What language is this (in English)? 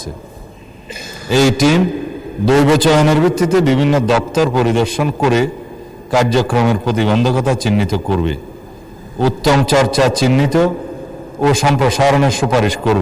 Bangla